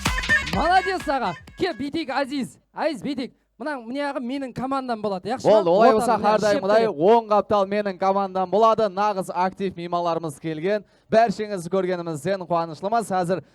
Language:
Kara-Kalpak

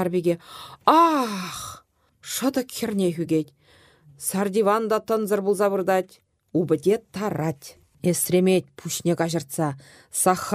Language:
Chuvash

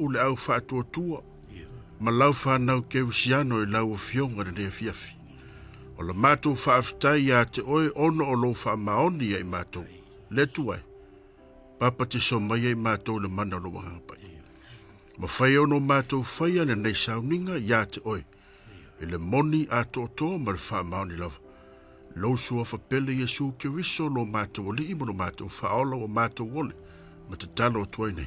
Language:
Samoan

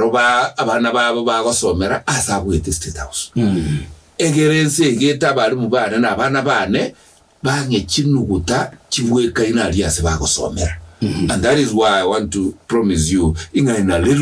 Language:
Gusii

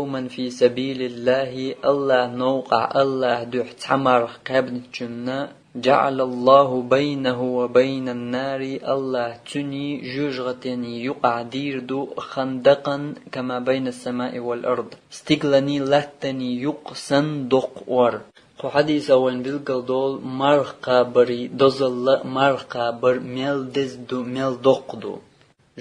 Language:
Chechen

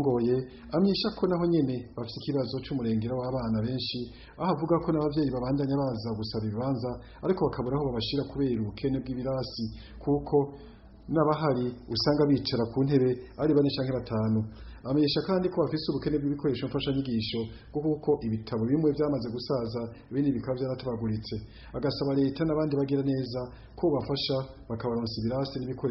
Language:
Rundi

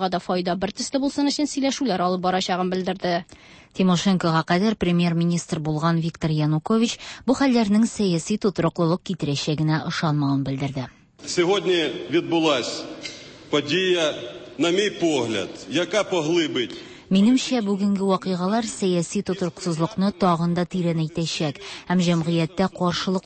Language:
Tatar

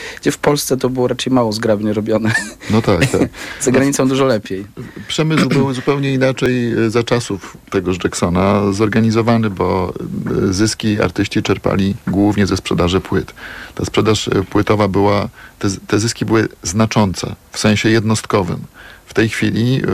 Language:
Polish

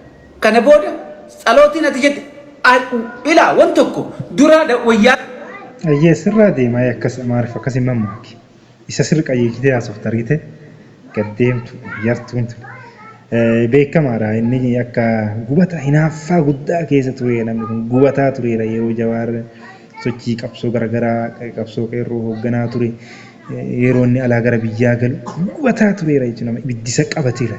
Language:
Oromo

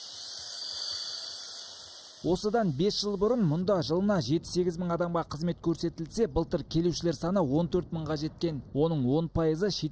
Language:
Kazakh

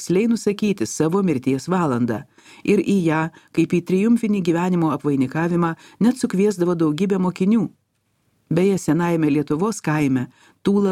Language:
Lithuanian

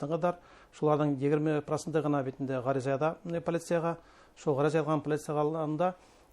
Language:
Bashkir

